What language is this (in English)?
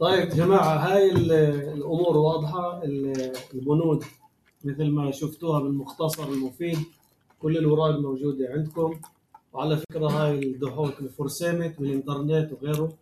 North Levantine Arabic